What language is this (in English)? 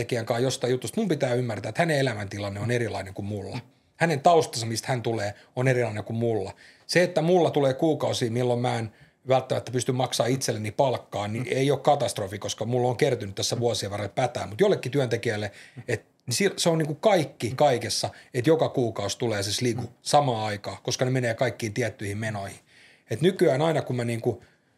Finnish